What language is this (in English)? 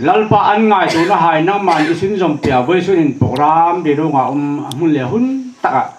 Hmar